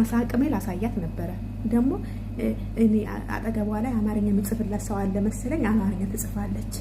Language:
Amharic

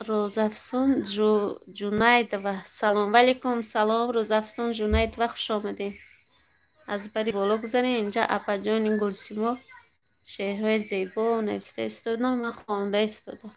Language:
Tajik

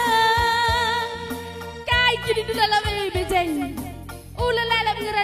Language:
Batak Karo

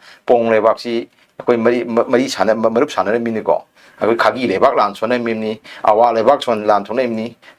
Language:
Manipuri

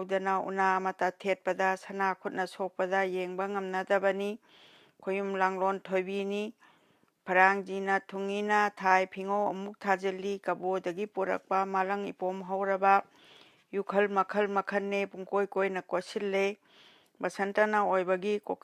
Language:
Manipuri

